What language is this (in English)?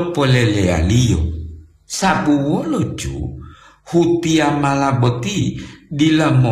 Gorontalo